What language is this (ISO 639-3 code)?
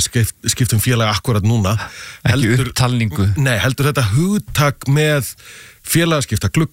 isl